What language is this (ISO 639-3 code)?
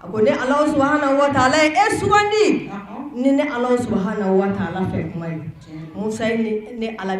bam